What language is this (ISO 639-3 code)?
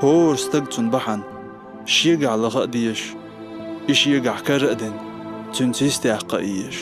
che